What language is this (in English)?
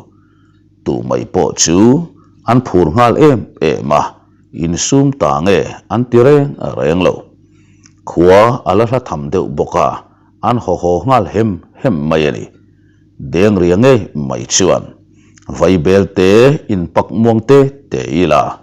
Mizo